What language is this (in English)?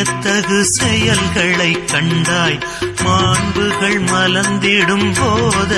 Tamil